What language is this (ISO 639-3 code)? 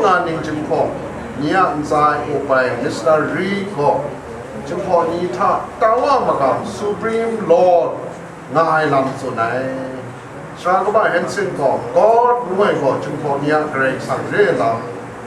kac